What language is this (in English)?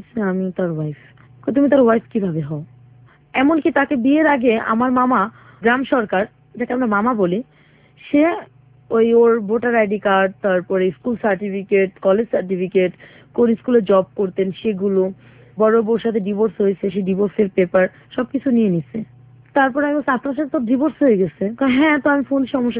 Bangla